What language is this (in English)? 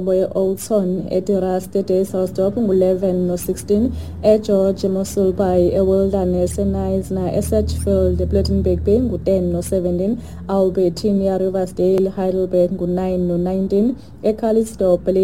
Xhosa